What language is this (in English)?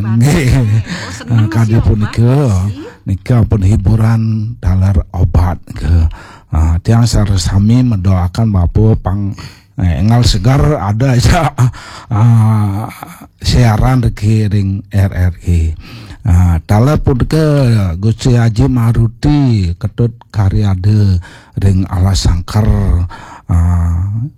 Balinese